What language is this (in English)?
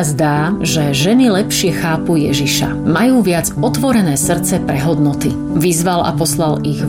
Slovak